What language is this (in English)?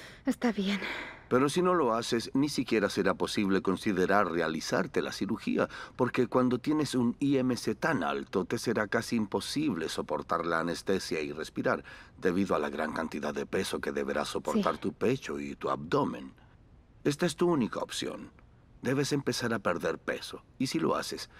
Spanish